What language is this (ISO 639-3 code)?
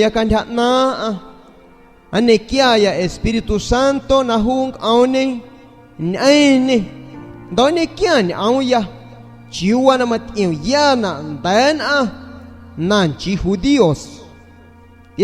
azg